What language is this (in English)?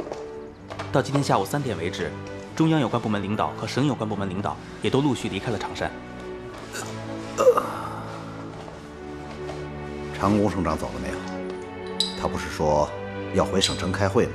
Chinese